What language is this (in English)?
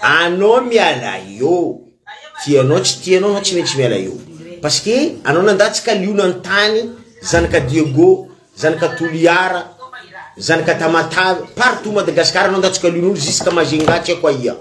Malagasy